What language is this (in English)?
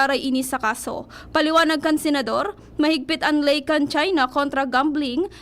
Bikol